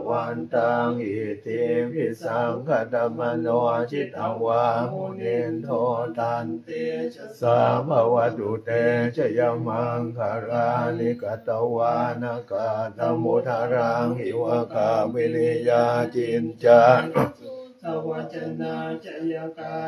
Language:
Pali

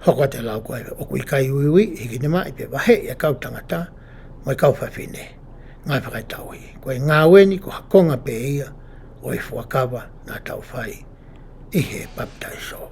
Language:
Tongan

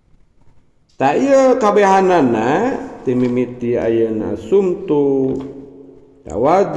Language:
Sundanese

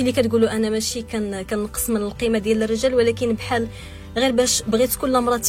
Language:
Moroccan Arabic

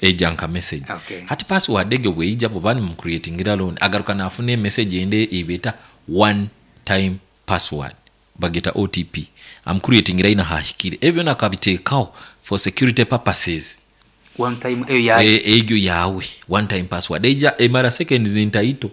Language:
Nyankole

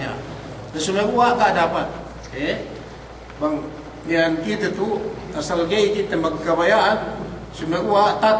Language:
Yakan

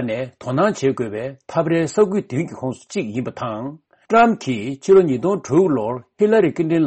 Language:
Tibetan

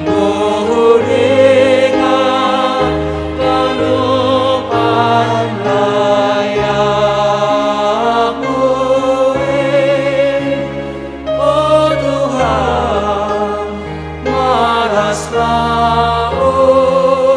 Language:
Batak Simalungun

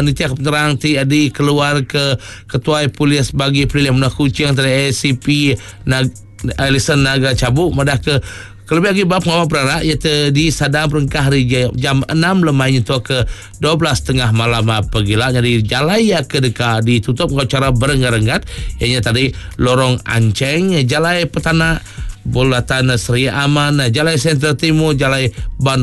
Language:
Iban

